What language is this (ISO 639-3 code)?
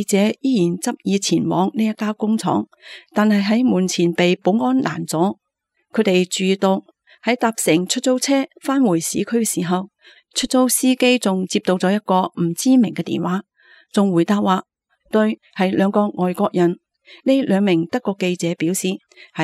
yue